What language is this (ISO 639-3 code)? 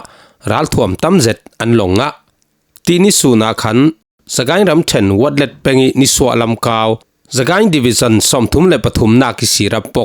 cfm